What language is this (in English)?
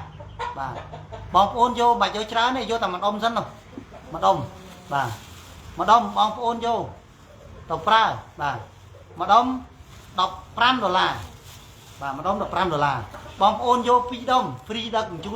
Khmer